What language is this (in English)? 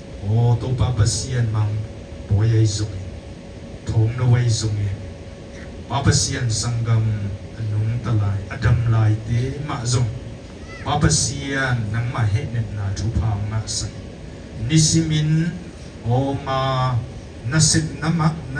Tedim Chin